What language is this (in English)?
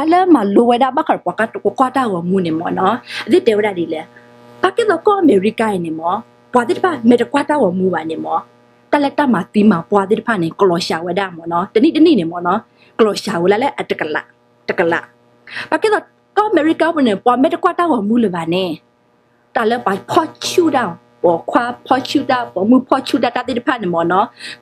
S'gaw Karen